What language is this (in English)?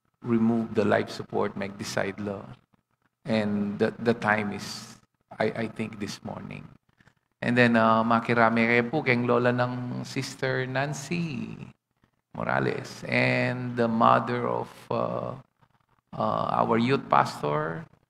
Pampanga